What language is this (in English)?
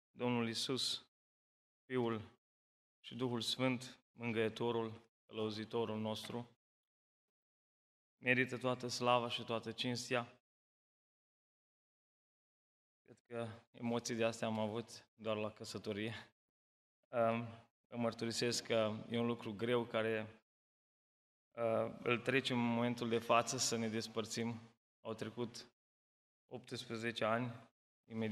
Romanian